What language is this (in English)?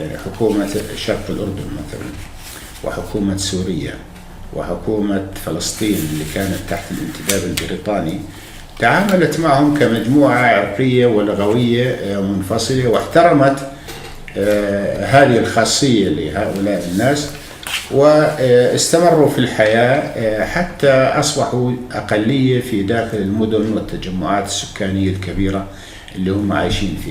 North Levantine Arabic